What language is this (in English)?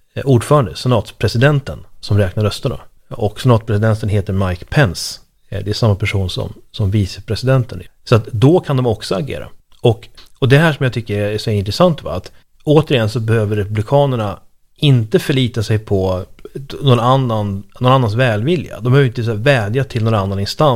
Swedish